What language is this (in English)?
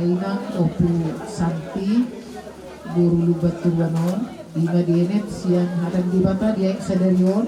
Batak Toba